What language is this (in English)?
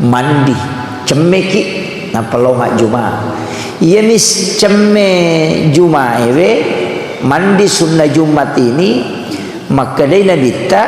Buginese